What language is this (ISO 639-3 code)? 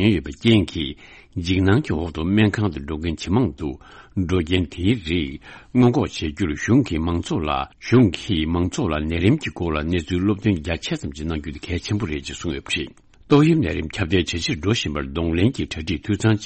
bod